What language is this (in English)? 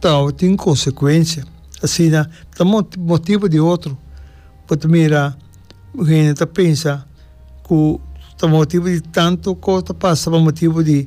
Papiamento